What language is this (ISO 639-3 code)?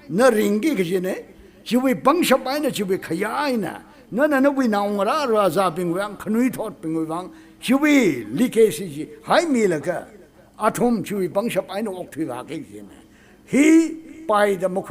nmf